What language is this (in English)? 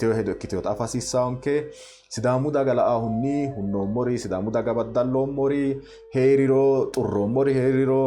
Sidamo